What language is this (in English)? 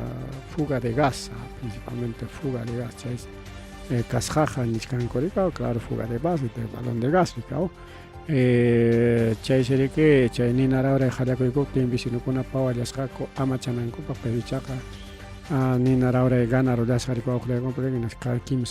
Ayacucho Quechua